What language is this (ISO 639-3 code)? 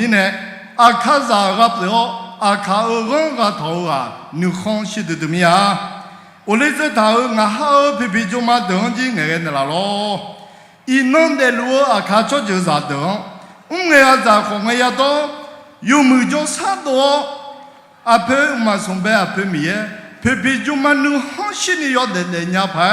ahk